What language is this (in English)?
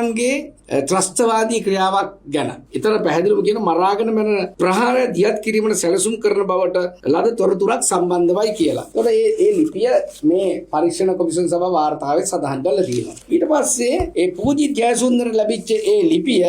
Sinhala